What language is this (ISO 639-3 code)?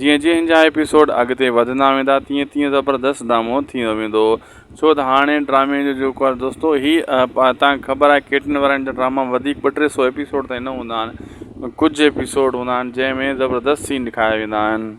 snd